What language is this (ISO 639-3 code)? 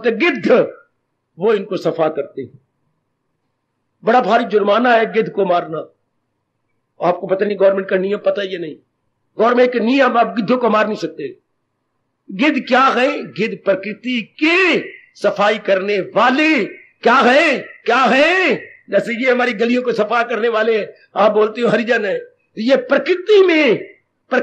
hin